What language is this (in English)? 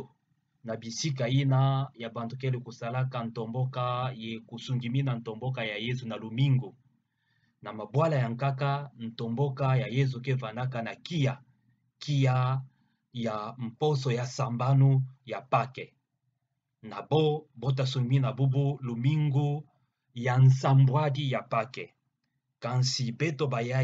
Kituba (Democratic Republic of Congo)